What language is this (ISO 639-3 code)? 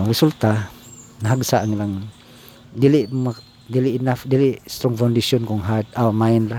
ceb